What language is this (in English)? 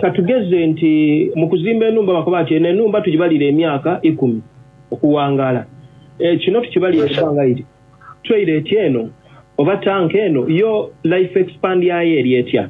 Soga